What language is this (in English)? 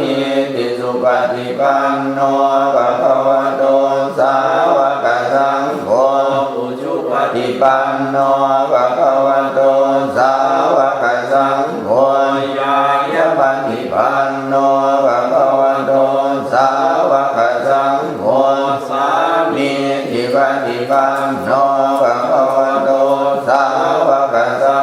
Pali